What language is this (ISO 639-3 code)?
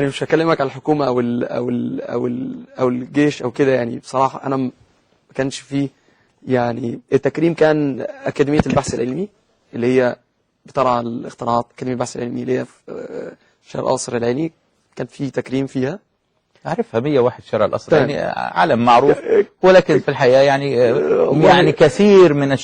arz